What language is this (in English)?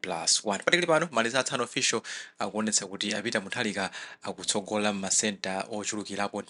Nyanja